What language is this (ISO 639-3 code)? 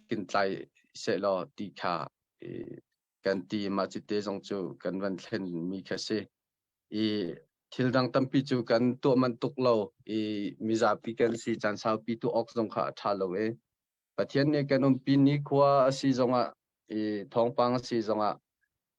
cnh